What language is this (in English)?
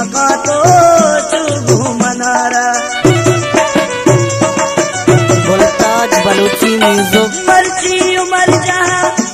Baluchi